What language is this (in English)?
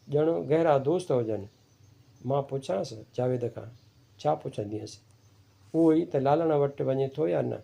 Sindhi